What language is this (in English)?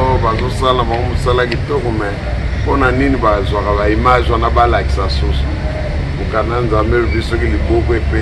Lingala